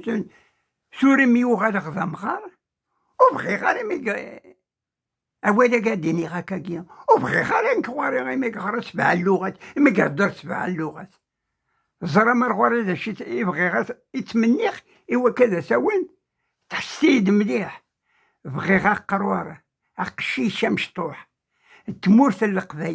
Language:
Kabyle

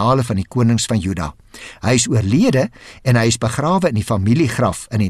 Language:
Afrikaans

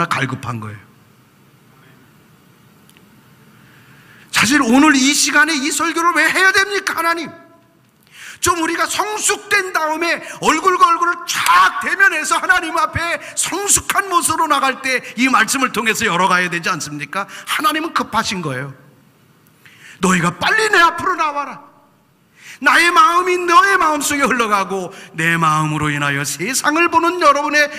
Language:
Korean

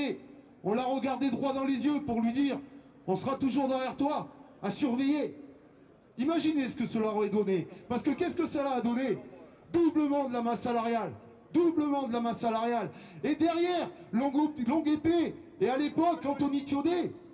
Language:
French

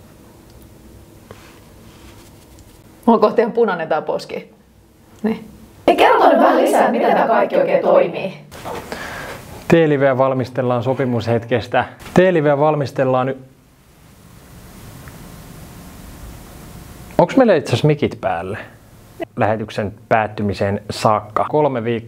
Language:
Finnish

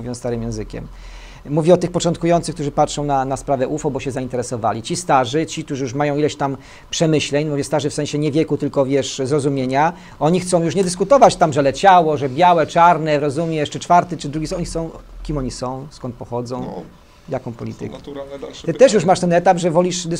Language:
Polish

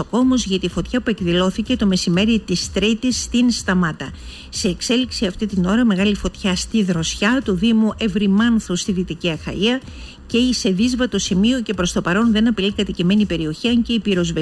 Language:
Greek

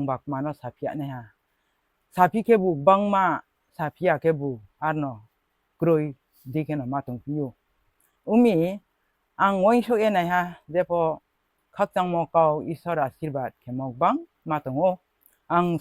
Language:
Riang (India)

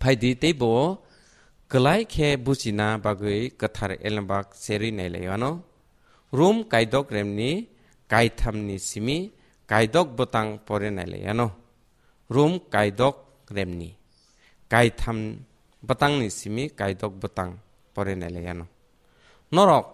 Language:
Kok Borok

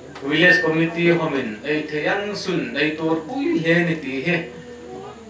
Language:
Hmar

